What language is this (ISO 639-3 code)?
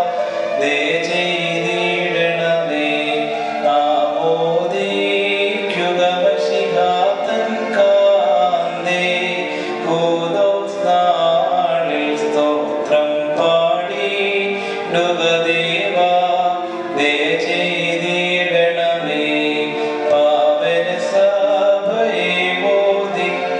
mal